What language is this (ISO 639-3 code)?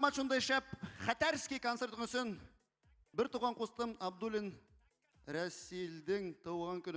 bak